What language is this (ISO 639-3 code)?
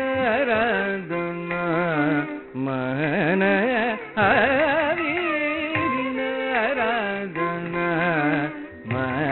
tam